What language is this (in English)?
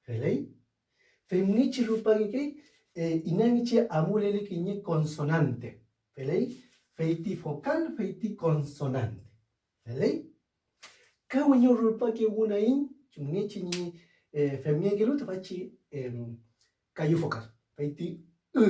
Mapuche